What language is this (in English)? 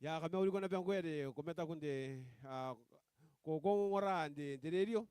Gilbertese